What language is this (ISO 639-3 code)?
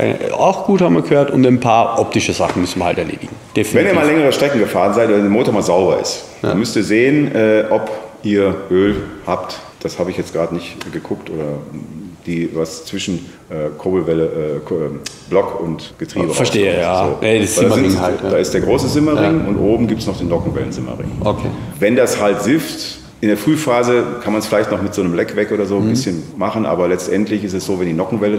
deu